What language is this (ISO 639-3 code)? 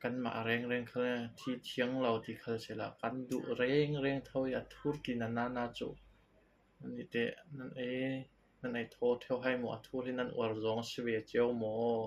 cfm